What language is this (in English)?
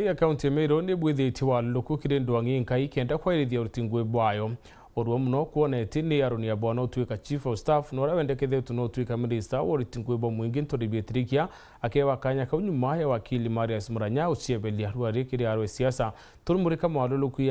Meru